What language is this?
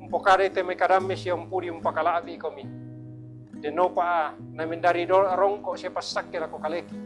Toraja-Sa'dan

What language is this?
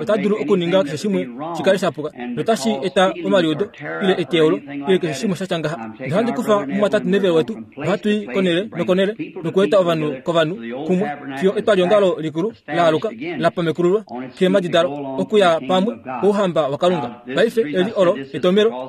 Kuanyama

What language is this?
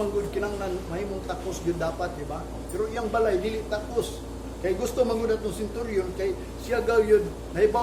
Cebuano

